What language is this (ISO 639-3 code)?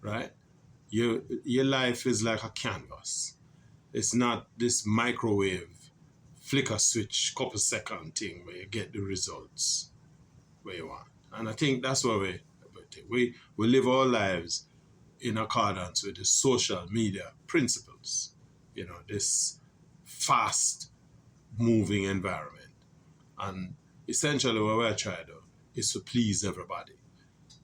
jam